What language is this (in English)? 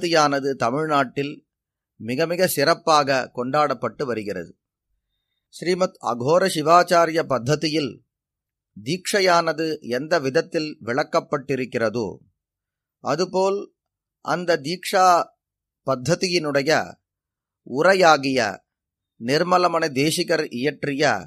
Tamil